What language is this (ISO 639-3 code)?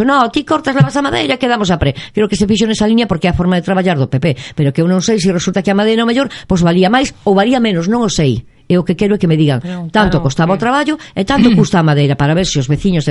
glg